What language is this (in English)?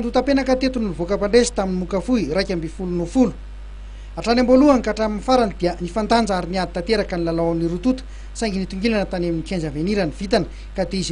Malagasy